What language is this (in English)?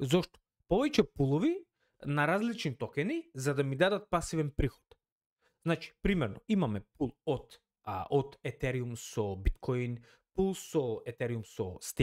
Macedonian